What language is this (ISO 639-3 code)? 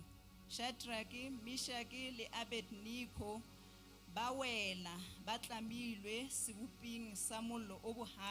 sot